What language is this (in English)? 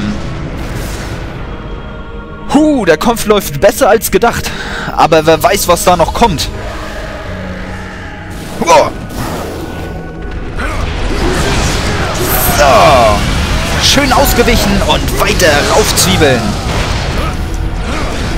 German